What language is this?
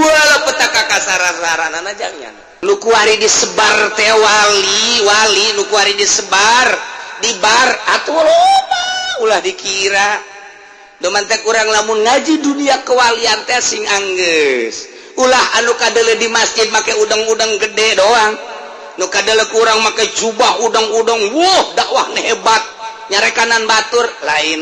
Sundanese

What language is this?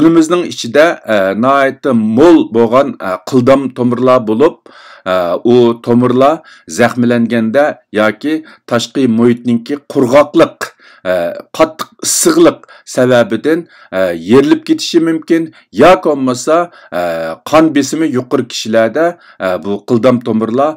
Uyghur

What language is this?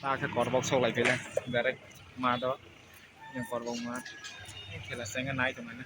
Kok Borok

